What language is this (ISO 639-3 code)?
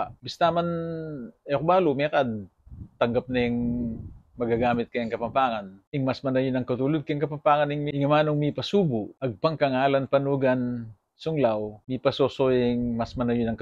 pam